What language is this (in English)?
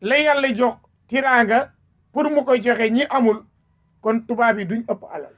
Wolof